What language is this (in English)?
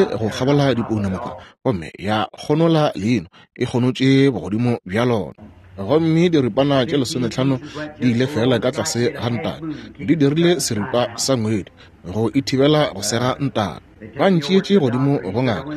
Northern Sotho